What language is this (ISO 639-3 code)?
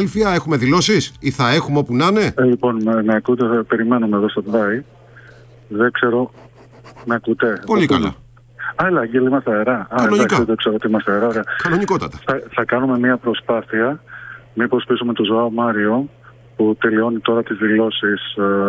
ell